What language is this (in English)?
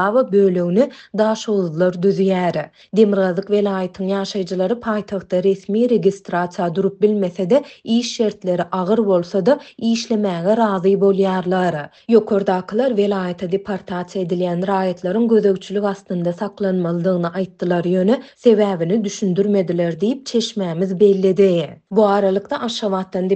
Turkmen